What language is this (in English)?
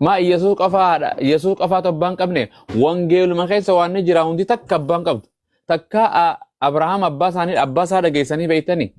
Oromo